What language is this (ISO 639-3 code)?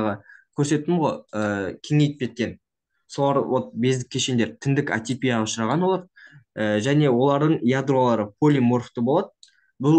kaz